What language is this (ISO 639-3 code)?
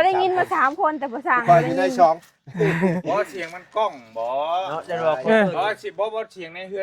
tts